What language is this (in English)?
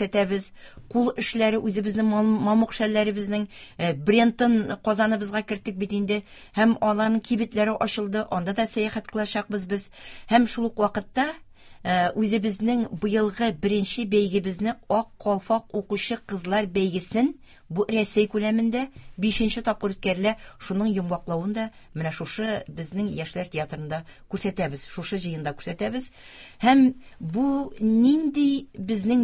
Tatar